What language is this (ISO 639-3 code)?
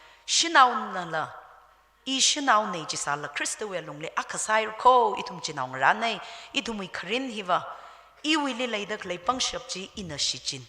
nmf